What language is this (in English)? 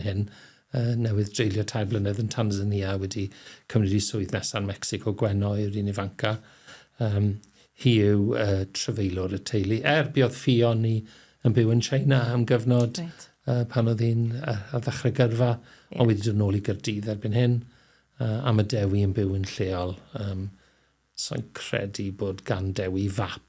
Welsh